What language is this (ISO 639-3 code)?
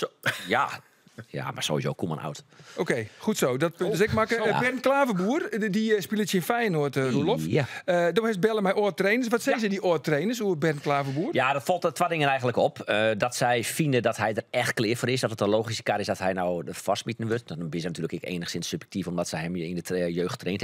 fry